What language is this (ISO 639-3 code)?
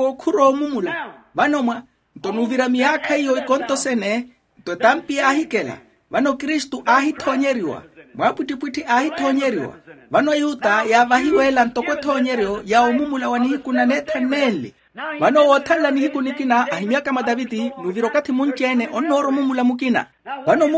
vmw